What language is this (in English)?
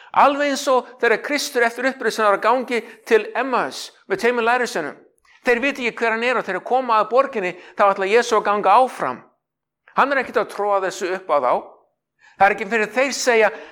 Icelandic